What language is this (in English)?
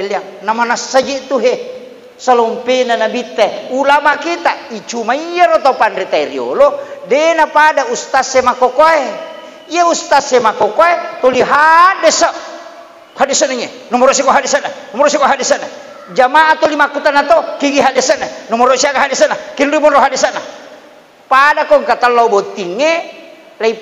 Buginese